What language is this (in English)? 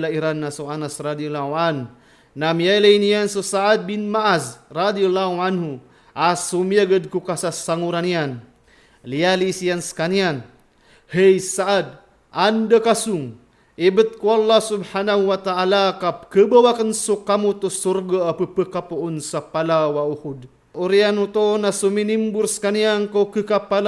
Maranao